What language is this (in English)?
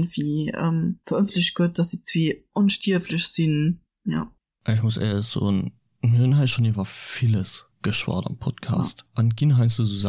Luxembourgish